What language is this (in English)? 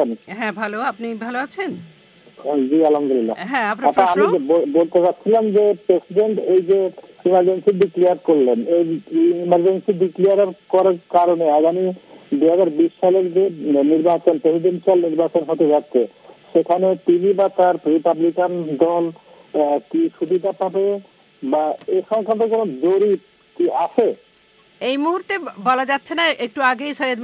Bangla